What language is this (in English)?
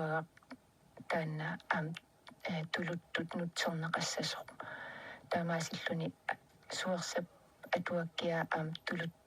Kalaallisut